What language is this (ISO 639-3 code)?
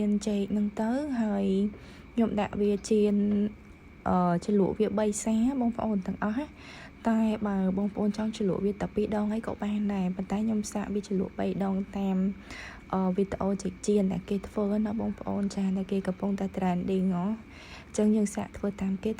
khm